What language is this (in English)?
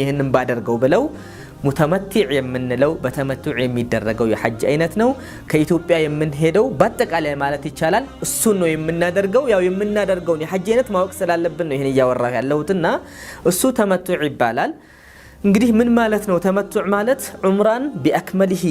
Amharic